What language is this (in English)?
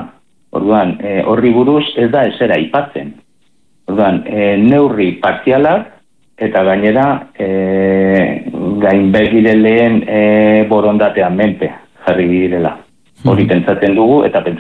Basque